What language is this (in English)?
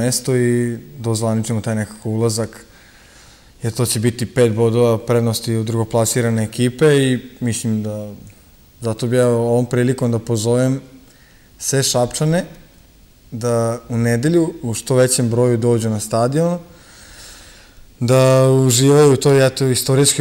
Serbian